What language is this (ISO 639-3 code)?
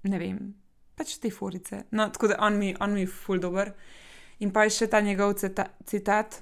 slv